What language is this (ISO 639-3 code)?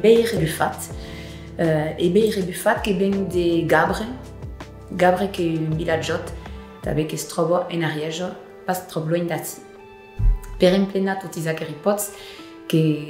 oci